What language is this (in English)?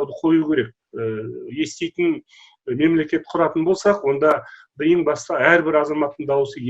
Kazakh